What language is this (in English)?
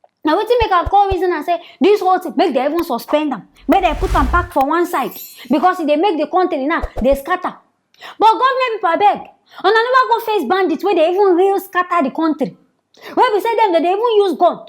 Nigerian Pidgin